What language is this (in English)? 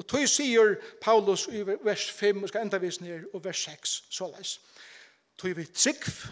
Faroese